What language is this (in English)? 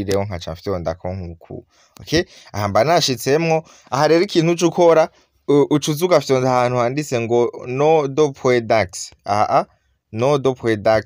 Rundi